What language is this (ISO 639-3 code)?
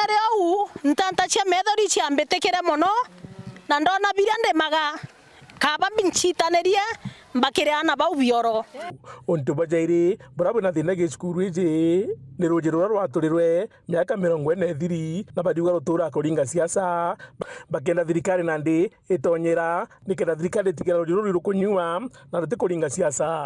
mer